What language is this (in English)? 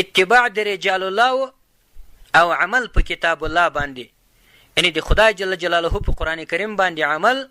Pashto